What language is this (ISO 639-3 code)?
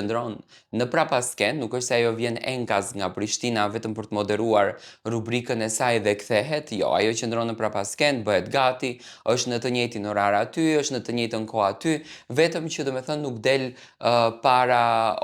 sqi